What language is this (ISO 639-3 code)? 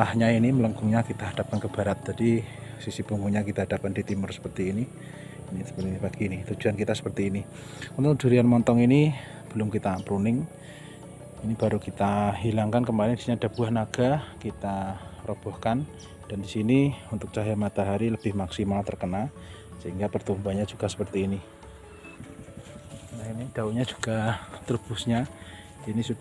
ind